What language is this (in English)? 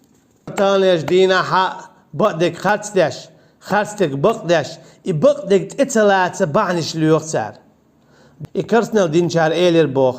Chechen